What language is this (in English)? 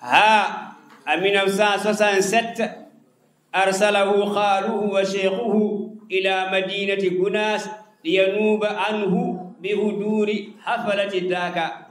Fula